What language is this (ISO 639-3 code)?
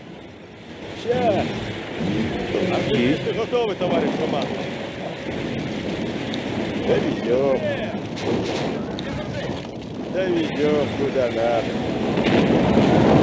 rus